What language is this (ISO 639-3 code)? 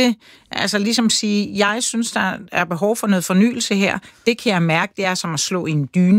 dan